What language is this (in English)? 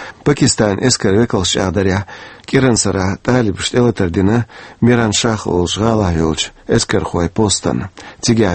Chechen